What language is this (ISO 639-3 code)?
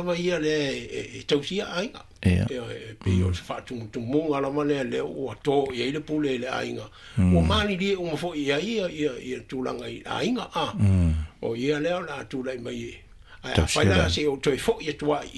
smo